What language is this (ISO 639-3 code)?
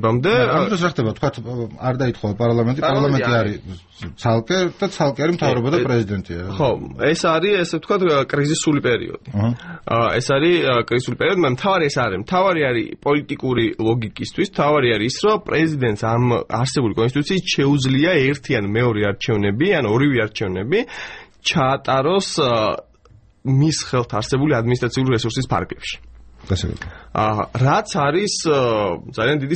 kat